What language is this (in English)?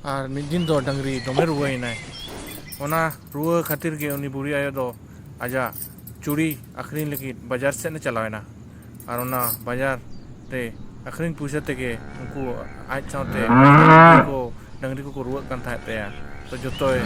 Santali